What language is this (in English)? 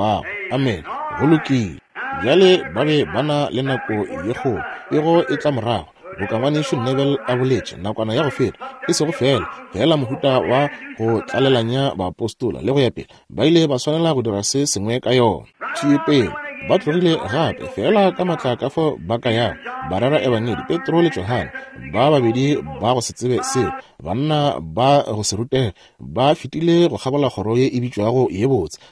Northern Sotho